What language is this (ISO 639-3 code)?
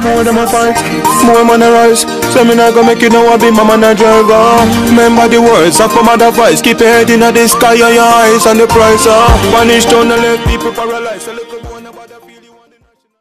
jam